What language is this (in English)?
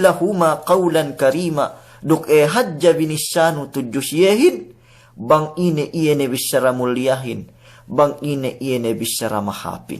Yakan